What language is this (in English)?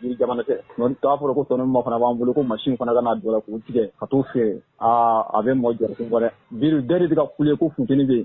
Bambara